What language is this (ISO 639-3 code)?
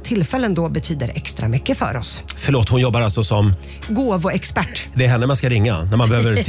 swe